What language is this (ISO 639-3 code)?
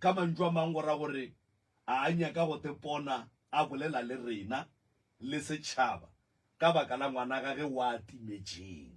nso